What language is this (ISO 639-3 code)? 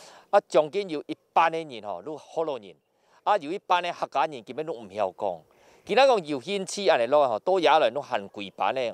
hak